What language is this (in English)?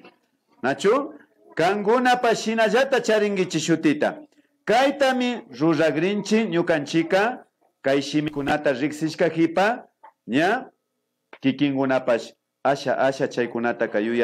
Imbabura Highland Quichua